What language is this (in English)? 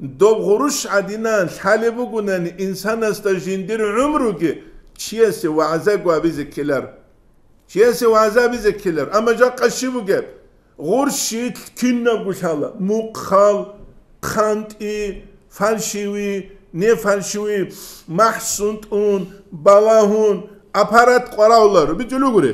Avaric